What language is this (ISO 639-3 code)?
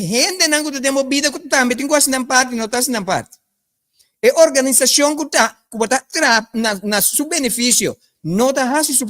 pap